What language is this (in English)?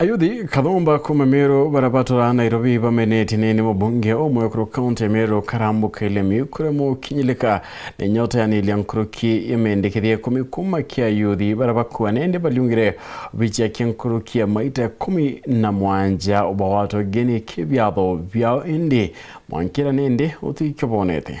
Meru